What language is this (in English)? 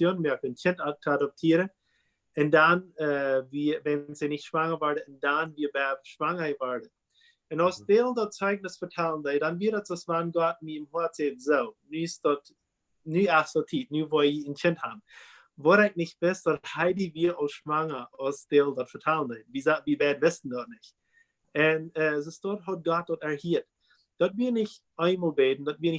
Plautdietsch